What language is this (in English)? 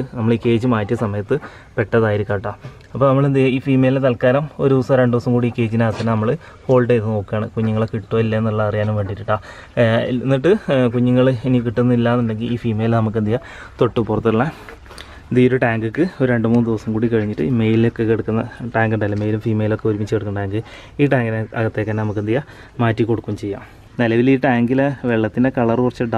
Malayalam